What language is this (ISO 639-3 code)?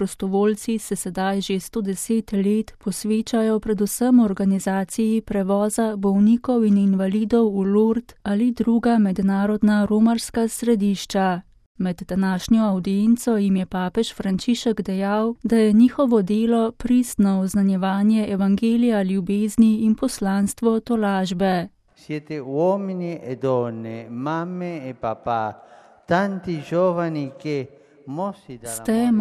slv